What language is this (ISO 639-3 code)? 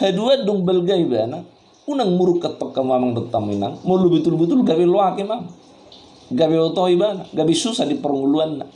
bbc